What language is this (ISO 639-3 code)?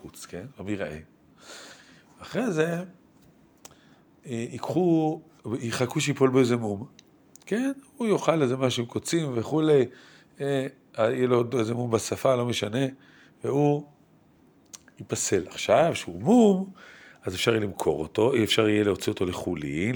heb